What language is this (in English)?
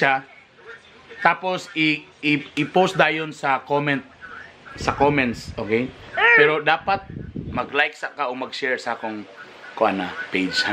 Cebuano